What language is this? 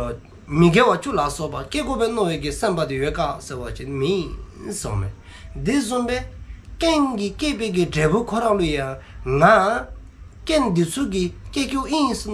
Dzongkha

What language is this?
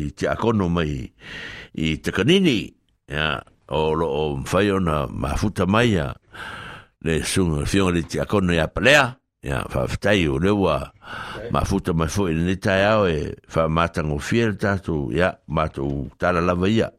Samoan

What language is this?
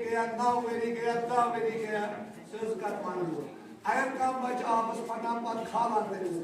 Kashmiri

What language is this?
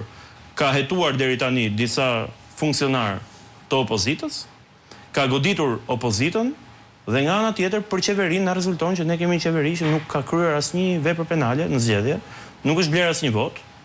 Albanian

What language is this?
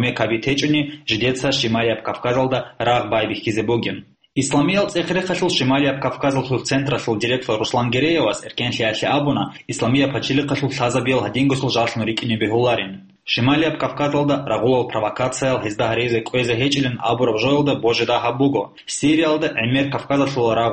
Avaric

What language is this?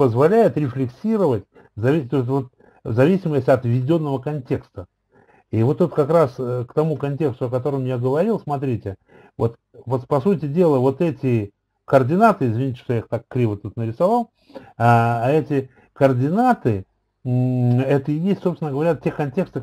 Russian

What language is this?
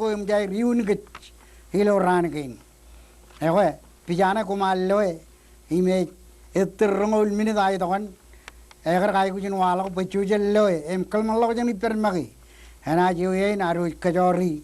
Marshallese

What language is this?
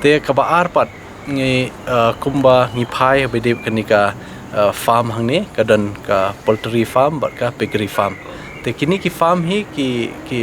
Khasi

